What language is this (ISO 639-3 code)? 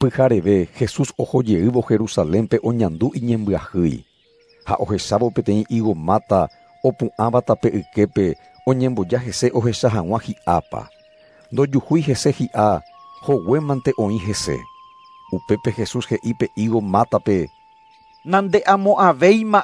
grn